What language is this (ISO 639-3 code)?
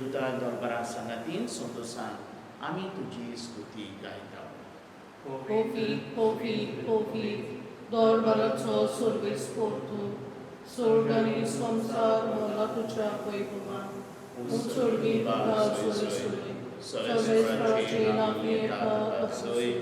kok